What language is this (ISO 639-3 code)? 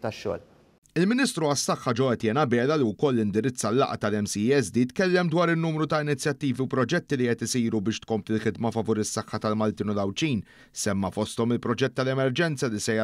mlt